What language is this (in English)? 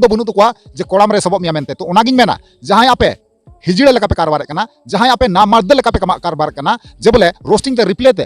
Santali